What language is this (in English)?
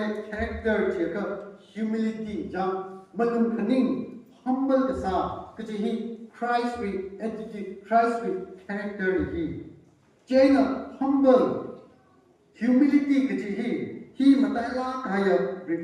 Tangkhul Naga (India)